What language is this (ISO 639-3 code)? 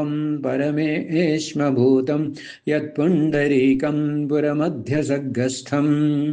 san